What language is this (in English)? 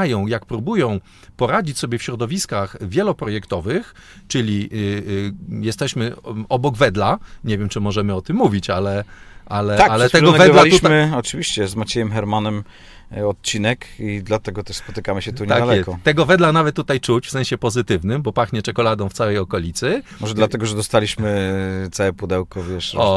Polish